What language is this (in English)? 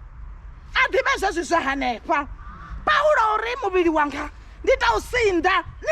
Venda